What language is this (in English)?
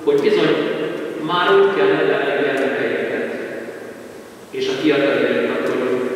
Hungarian